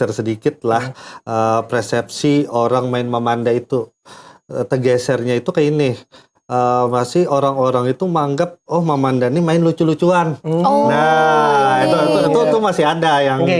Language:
Banjar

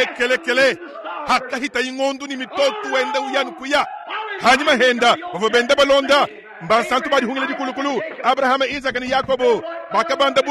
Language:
Luba-Lulua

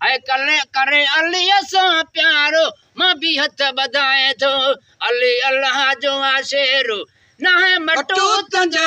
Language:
Sindhi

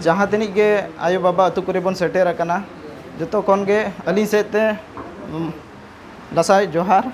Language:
Santali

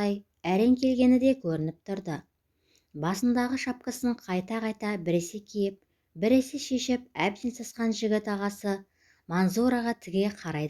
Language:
Kazakh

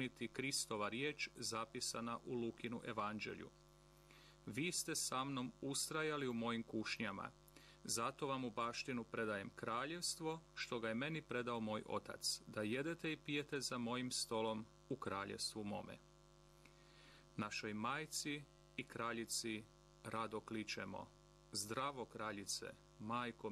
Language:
Croatian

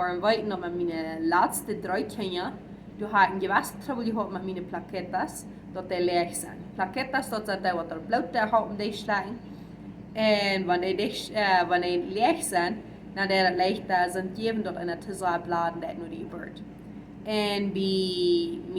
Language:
Plautdietsch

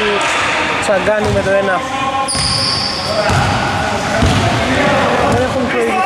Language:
Greek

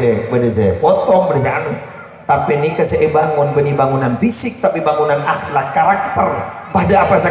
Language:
Madurese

